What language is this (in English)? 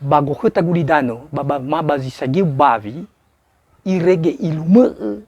Nias